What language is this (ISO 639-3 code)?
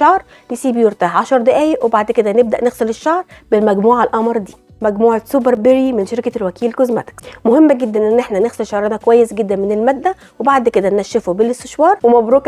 arz